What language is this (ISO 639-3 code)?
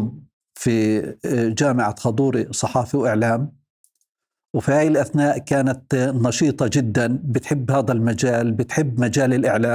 apc